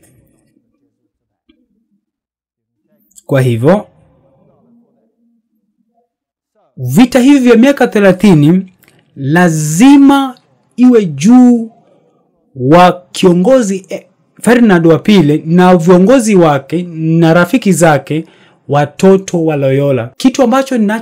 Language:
Swahili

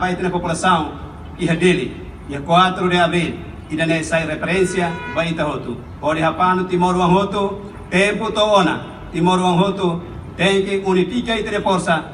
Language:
Tetum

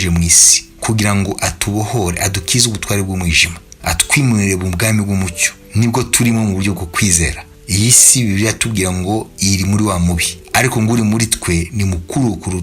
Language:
Kinyarwanda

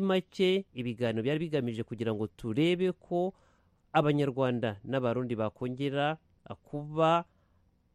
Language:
Kinyarwanda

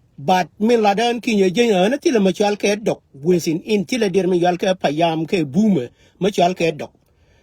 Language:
Nuer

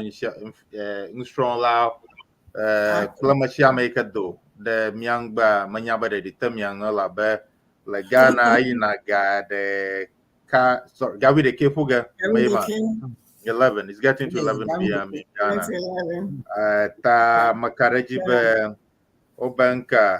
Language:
Ewe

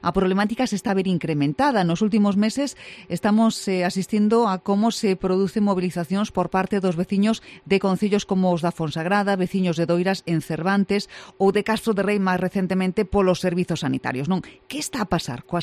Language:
Galician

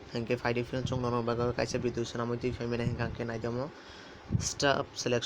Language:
Kok Borok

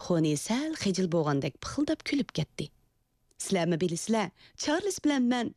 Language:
Uyghur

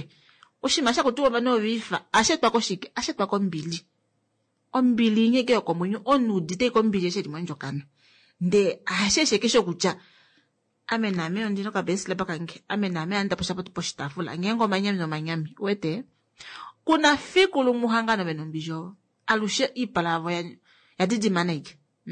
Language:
Kuanyama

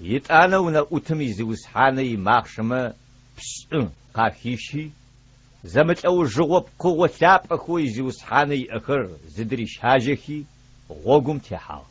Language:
Adyghe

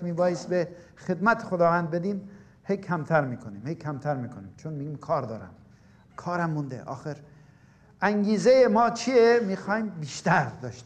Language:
Persian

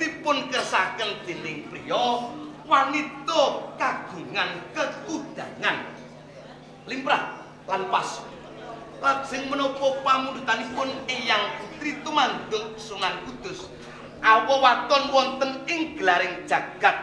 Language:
Javanese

